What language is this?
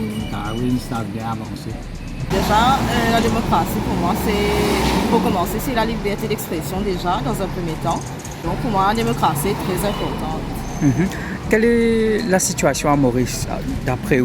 Morisyen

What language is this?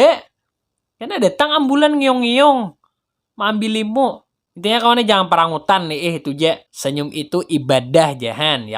Banjar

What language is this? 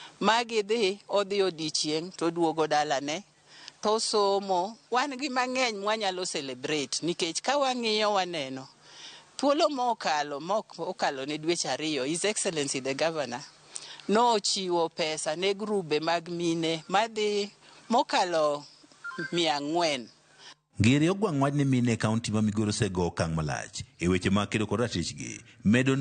Luo (Kenya and Tanzania)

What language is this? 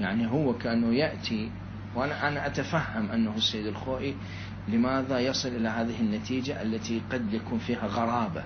Mesopotamian Arabic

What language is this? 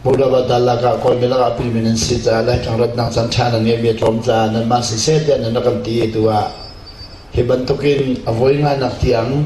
Hakha Chin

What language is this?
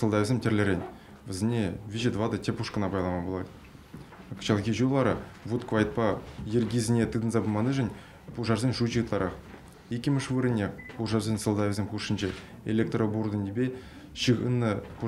Chuvash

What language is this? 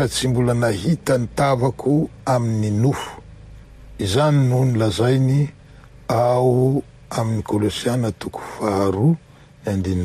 Malagasy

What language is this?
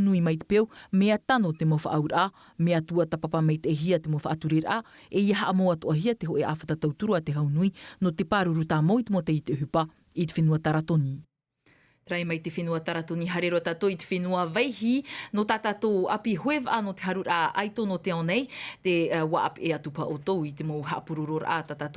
Tahitian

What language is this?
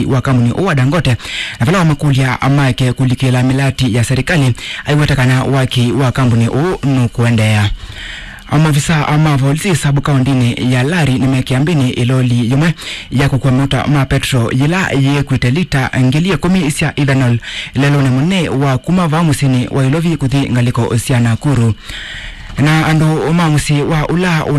Kamba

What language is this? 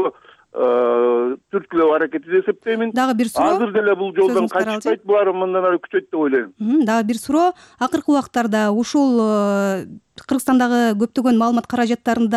Kyrgyz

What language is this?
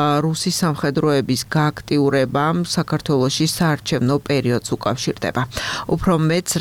Georgian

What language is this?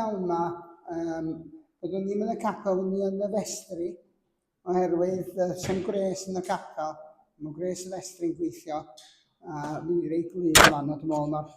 Welsh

